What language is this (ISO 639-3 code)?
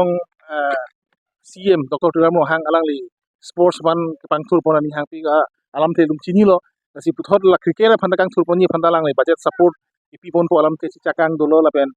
mjw